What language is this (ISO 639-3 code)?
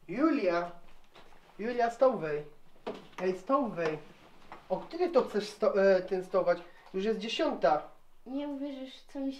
szl